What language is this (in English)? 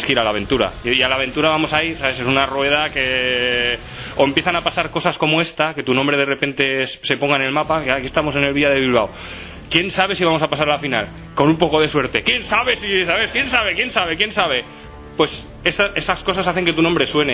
Spanish